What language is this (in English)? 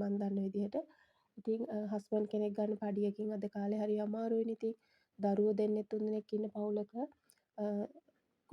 Sinhala